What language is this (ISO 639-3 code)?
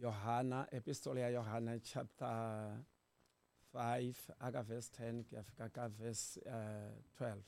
tso